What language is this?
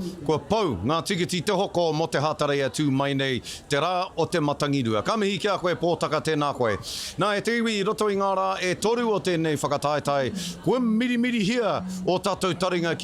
Māori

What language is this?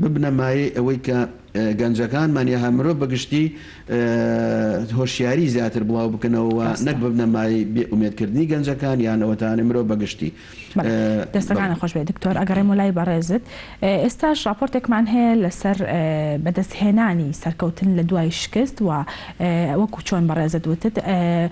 Central Kurdish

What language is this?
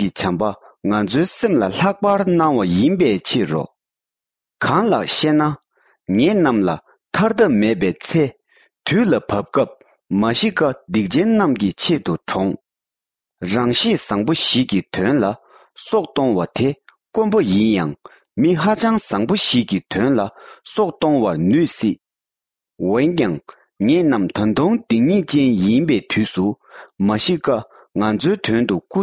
Tibetan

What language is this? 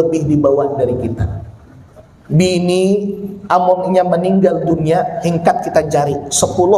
Banjar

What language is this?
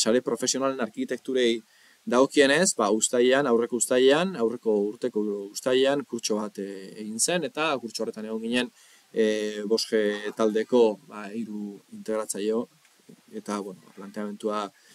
Basque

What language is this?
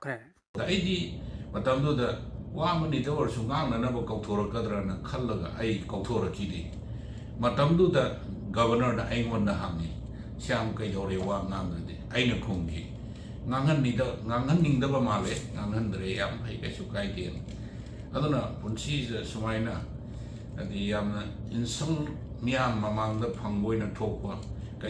Manipuri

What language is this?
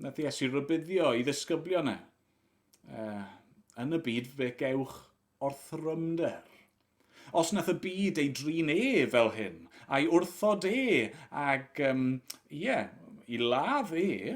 Welsh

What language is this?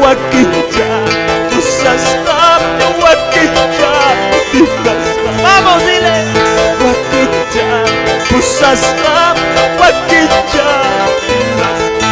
Quechua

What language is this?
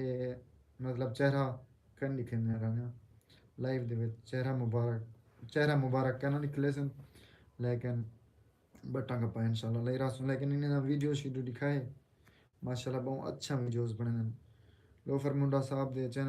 Saraiki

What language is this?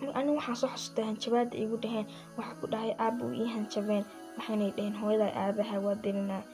Somali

